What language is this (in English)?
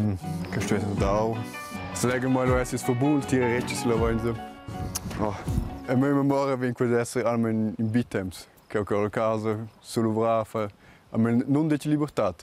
Romansh